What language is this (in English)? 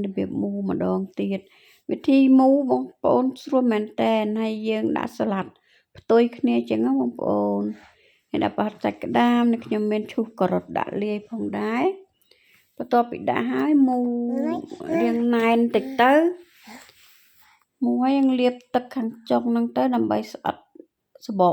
Khmer